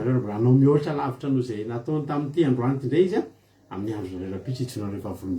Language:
Malagasy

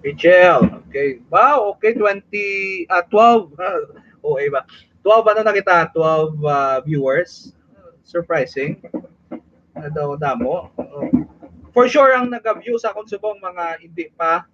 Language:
Hiligaynon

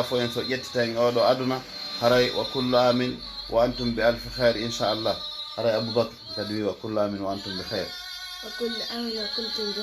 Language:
Pular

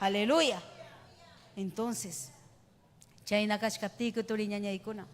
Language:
Ayacucho Quechua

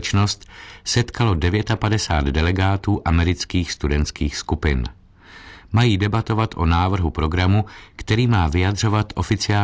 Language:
Czech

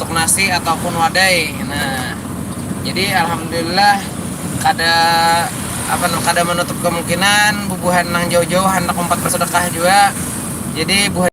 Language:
Banjar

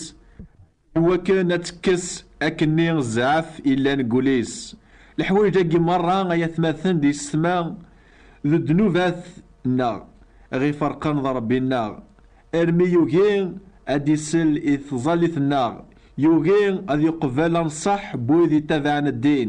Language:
Kabyle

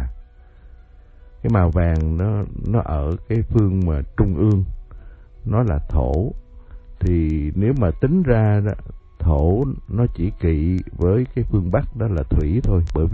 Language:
Vietnamese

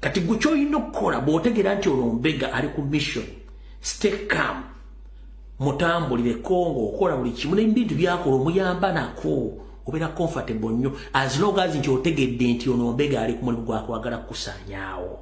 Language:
Ganda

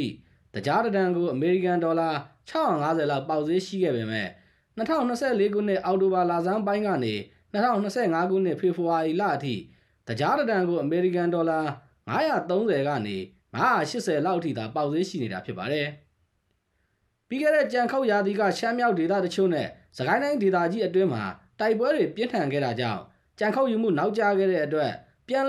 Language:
Burmese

